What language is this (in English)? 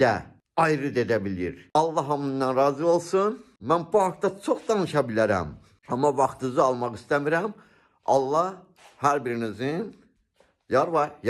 Azerbaijani